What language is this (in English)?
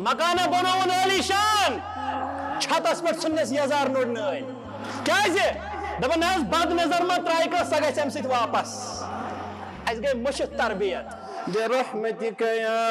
Kashmiri